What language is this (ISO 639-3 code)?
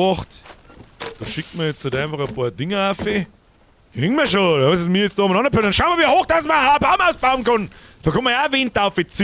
bar